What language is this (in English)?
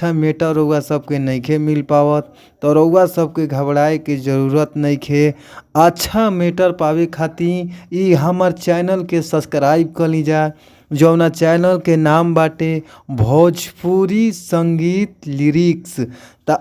Bhojpuri